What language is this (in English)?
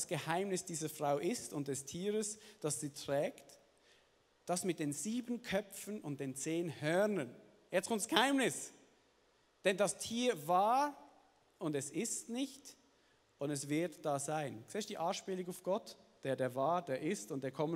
Swiss German